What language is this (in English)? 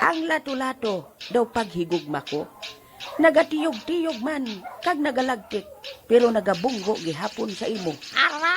Hiligaynon